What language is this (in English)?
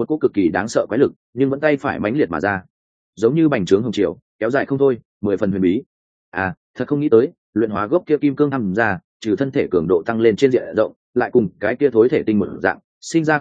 Vietnamese